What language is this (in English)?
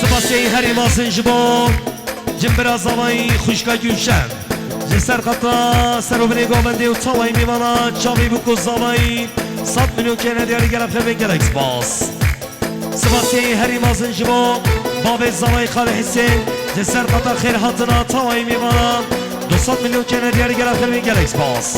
Kurdish